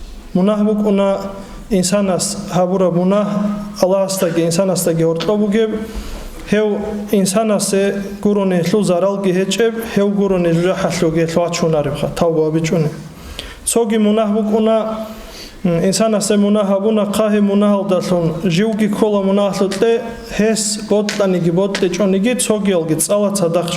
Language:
Avaric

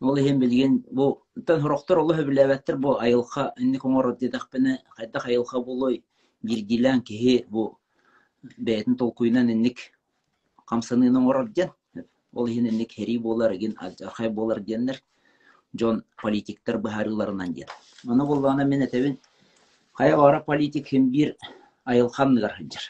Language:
Yakut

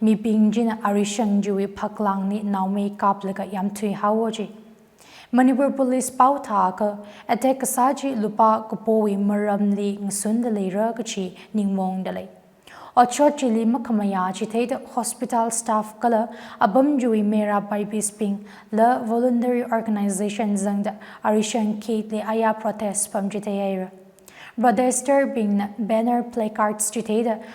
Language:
Tangkhul Naga (India)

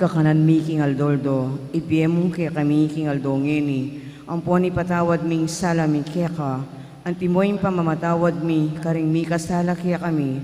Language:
Pampanga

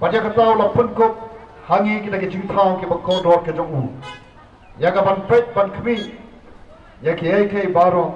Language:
Khasi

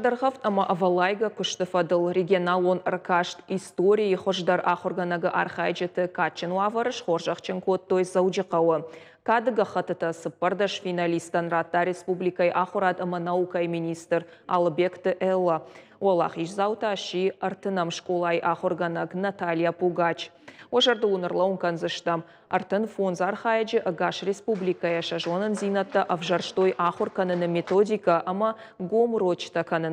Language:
Ossetic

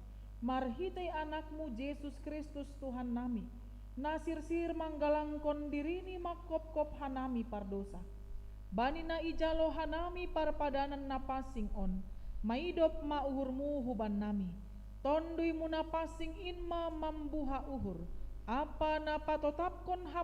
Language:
Batak Simalungun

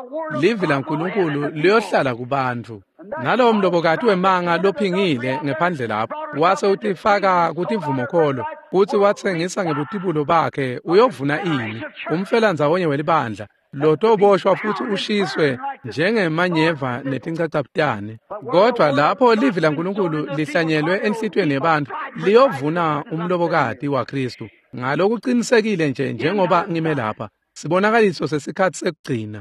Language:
Swati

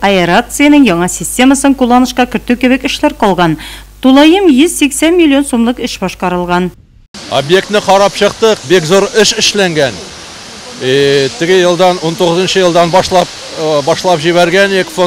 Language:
Tatar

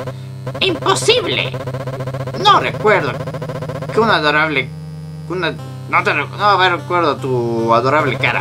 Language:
Spanish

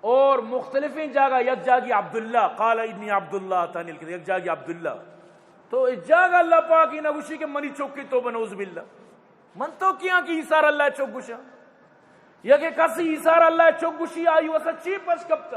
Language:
Eastern Balochi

